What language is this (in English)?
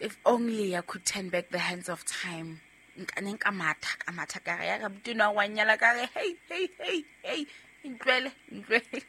Southern Sotho